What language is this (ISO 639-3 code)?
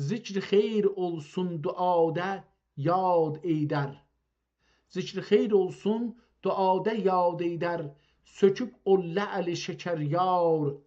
azb